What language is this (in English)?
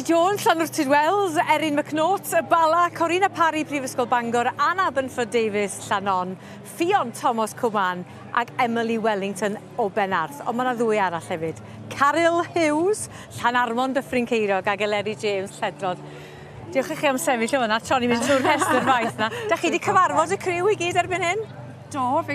Welsh